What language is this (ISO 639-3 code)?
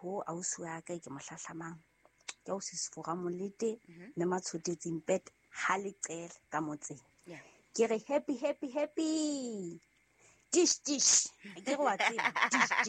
sot